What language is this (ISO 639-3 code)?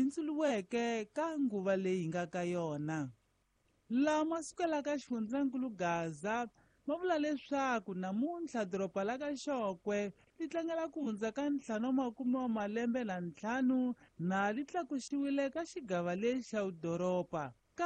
tso